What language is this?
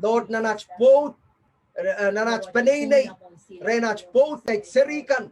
Pohnpeian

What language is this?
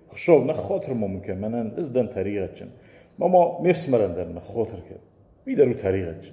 Ossetic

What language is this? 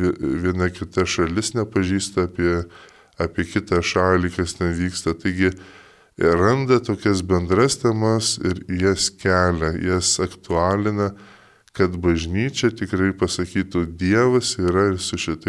Lithuanian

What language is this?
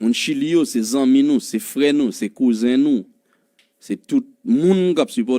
Haitian Creole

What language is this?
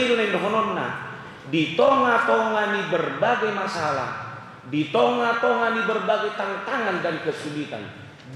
Batak Toba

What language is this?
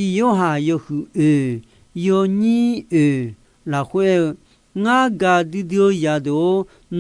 Akha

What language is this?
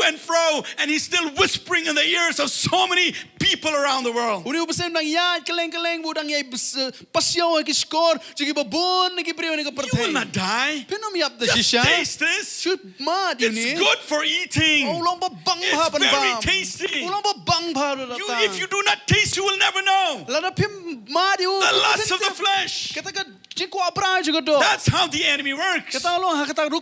Khasi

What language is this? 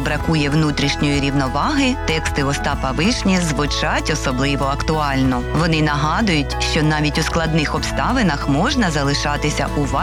Ukrainian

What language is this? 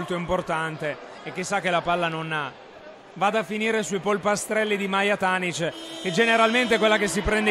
Italian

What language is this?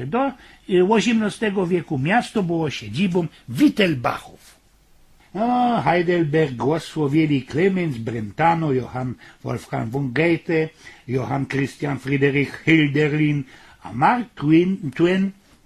Silesian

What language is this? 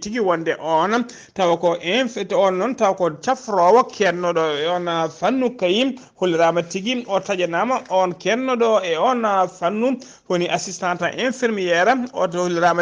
Fula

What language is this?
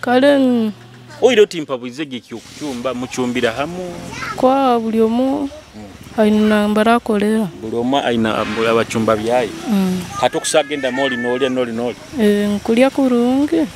Nyoro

